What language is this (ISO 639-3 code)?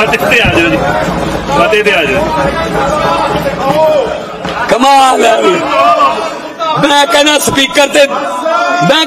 pan